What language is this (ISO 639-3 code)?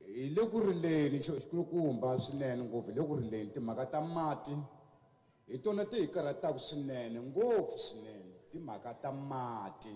tso